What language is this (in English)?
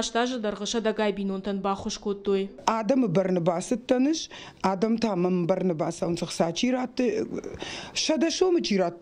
Ossetic